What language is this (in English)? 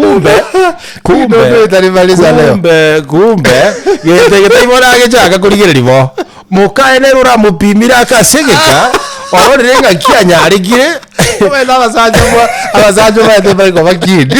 Gusii